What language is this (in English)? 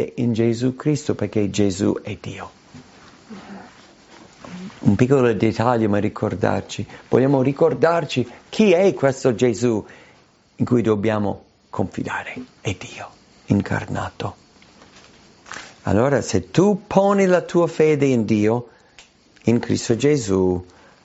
Italian